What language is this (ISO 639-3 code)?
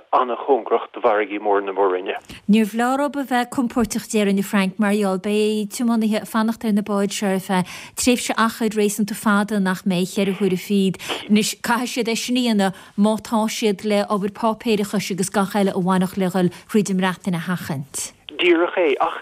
gle